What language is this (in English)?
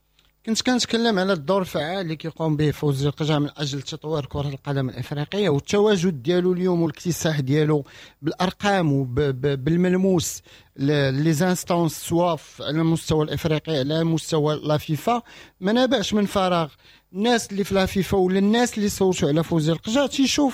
Moroccan Arabic